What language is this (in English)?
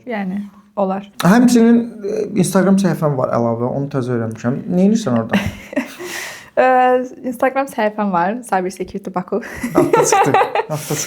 Azerbaijani